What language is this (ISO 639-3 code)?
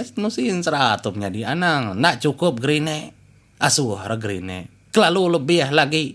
iba